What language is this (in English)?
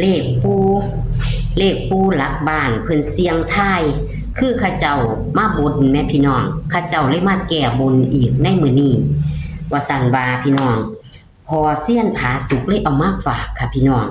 Northeastern Thai